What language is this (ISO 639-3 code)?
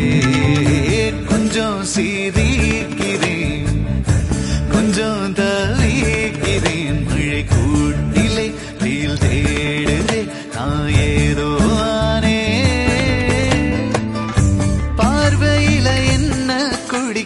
tam